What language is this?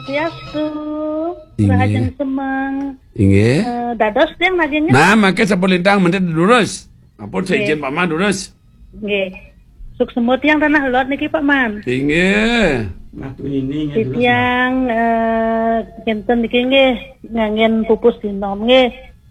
Balinese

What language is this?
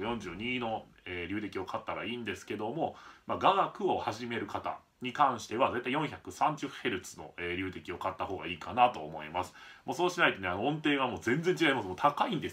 Japanese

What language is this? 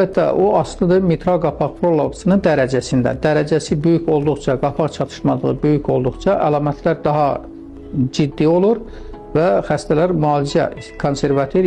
Azerbaijani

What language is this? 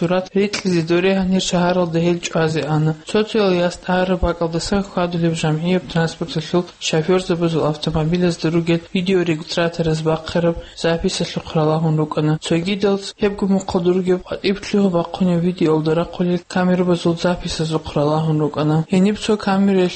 Avaric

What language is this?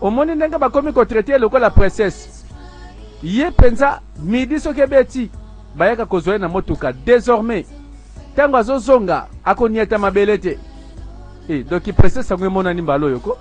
Lingala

